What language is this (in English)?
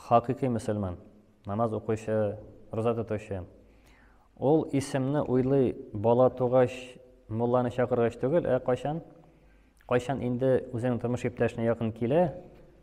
Tatar